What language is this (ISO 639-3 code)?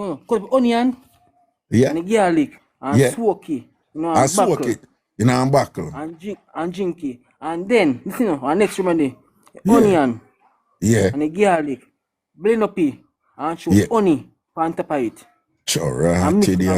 jam